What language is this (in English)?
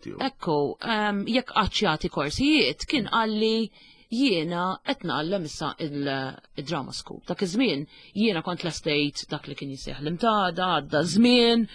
Maltese